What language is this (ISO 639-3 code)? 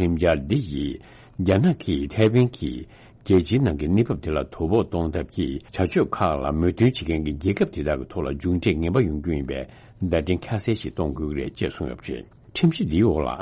bod